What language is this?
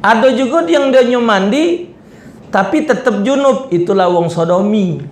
Musi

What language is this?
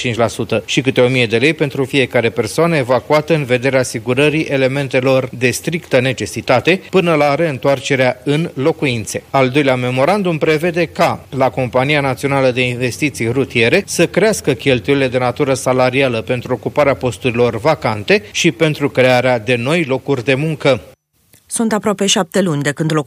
Romanian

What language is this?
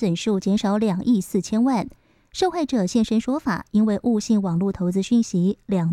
Chinese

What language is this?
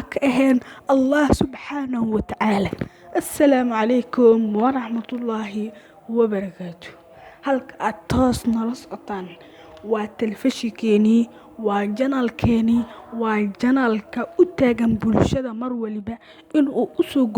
Somali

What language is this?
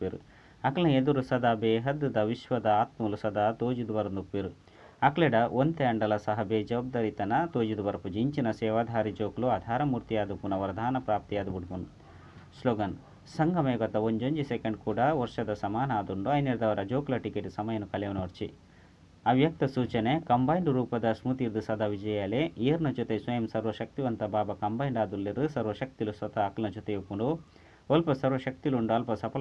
Tulu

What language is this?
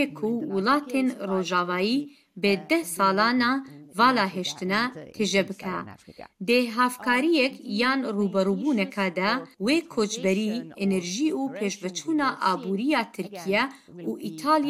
Kurdish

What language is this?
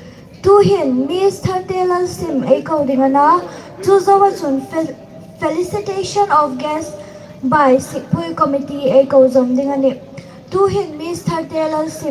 Hmar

